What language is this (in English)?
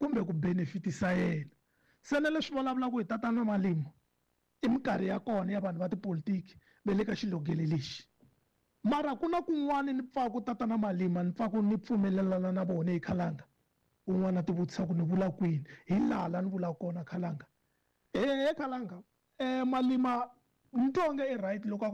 Tsonga